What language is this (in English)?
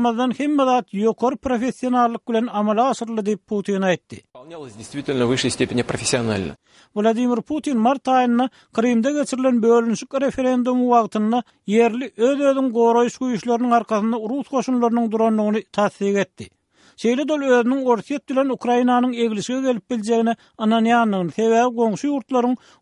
Turkmen